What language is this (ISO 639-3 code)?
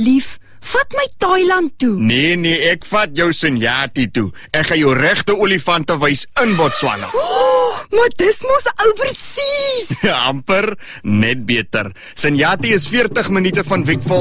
afr